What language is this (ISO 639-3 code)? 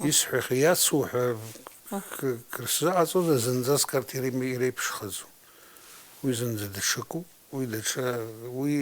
abk